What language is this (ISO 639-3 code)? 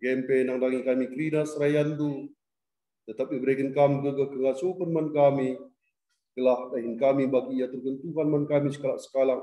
btx